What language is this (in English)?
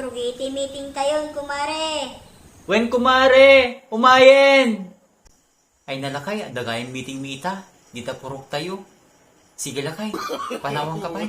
Iloko